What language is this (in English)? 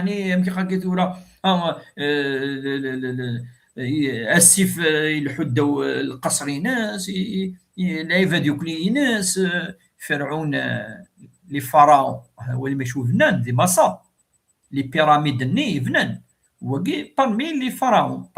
Kabyle